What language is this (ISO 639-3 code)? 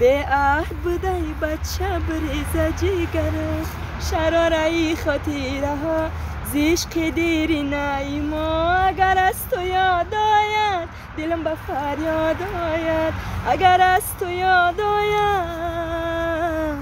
tgk